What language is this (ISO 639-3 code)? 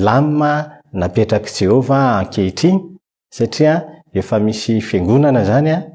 mlg